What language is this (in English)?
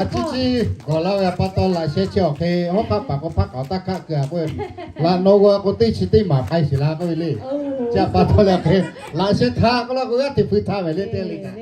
Lahu